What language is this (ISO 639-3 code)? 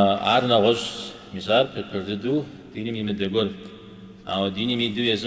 kbd